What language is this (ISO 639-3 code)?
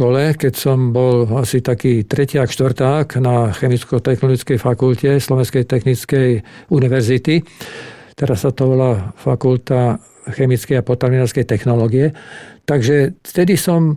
slk